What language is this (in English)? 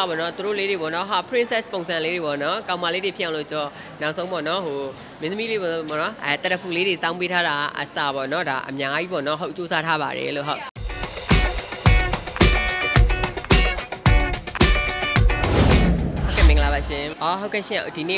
Burmese